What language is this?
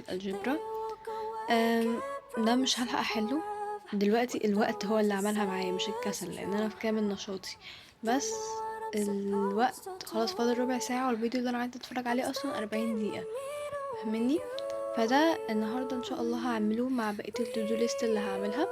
Egyptian Arabic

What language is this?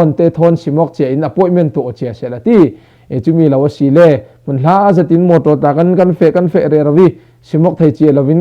Falam Chin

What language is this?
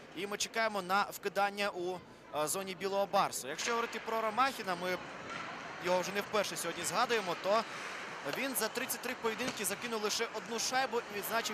Ukrainian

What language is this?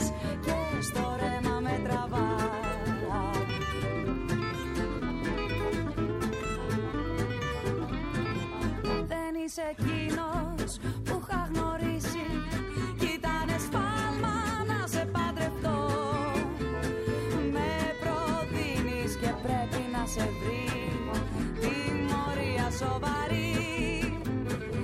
Greek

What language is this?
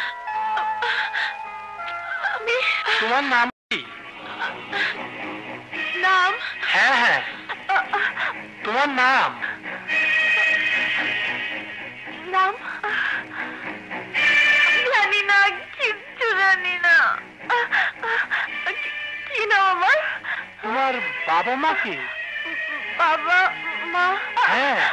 Bangla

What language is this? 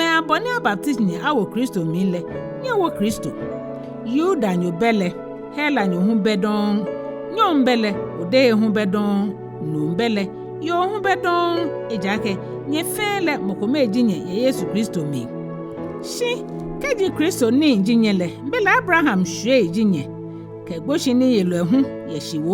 Ga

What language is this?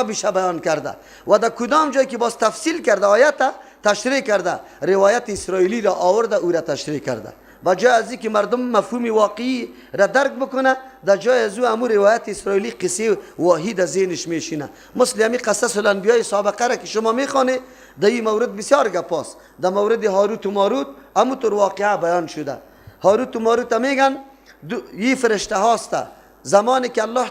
Persian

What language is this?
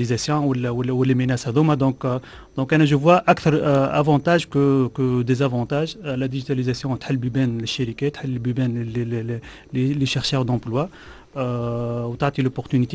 Tunisian Arabic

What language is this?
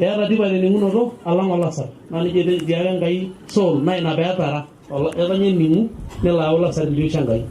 Masai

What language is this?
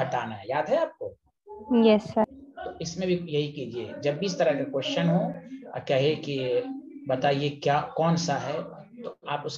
Hindi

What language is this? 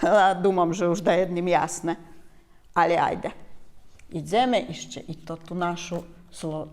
Rusyn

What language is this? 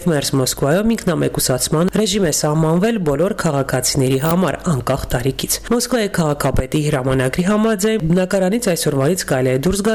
Armenian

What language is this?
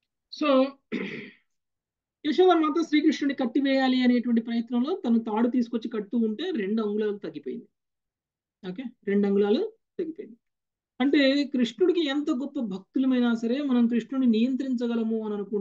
Telugu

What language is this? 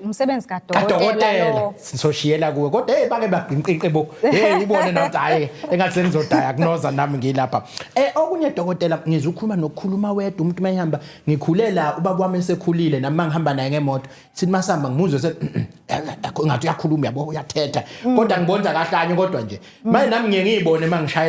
Zulu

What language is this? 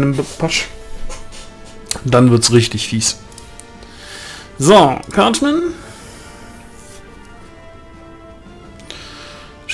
German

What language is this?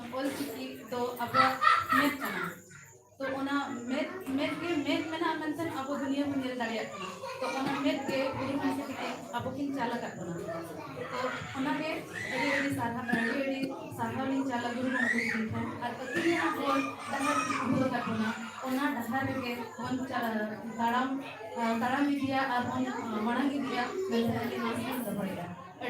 Santali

